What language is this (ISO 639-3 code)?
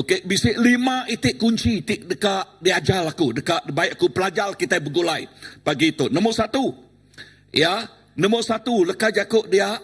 iba